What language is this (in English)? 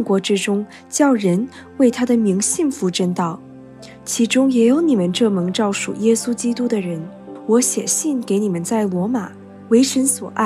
Chinese